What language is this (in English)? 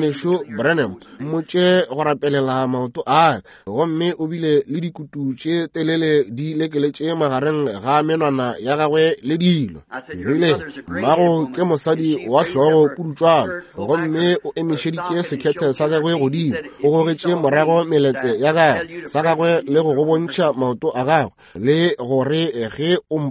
Northern Sotho